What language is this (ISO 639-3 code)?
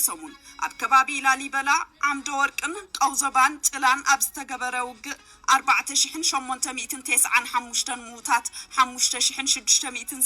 tir